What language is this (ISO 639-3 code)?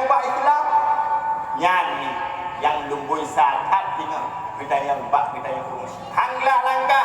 ace